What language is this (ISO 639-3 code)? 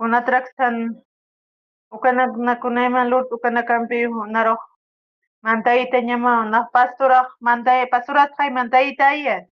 aym